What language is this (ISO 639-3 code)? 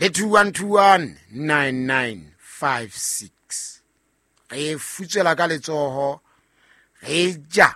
sot